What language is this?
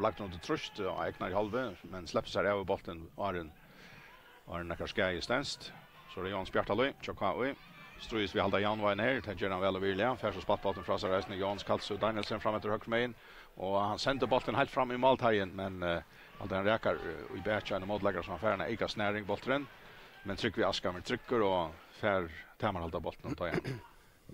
Faroese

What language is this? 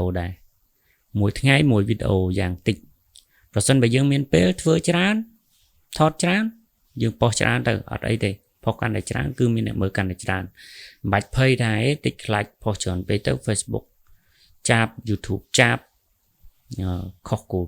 Khmer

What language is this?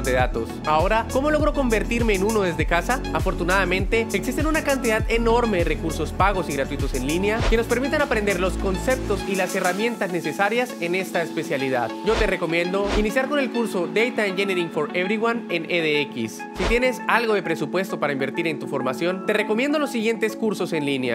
Spanish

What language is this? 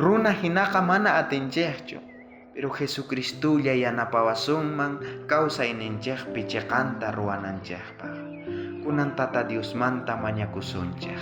South Bolivian Quechua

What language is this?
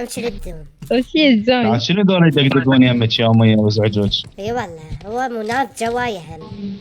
Mesopotamian Arabic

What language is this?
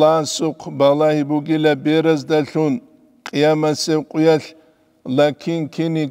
Avaric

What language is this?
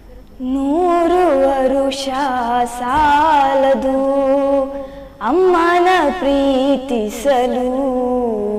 Kannada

